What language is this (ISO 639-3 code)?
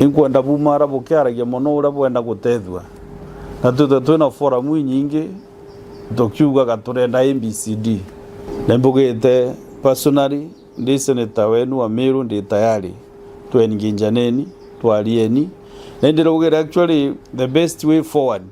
mer